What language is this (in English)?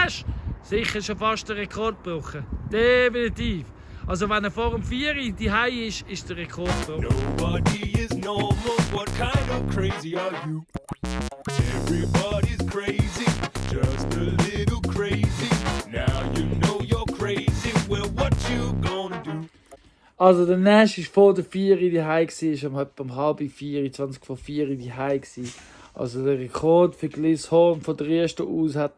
Swiss German